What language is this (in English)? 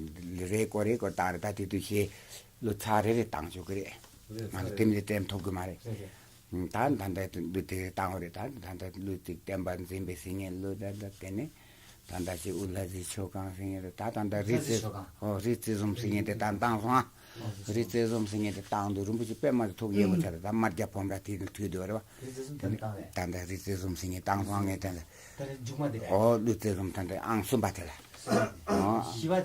Tibetan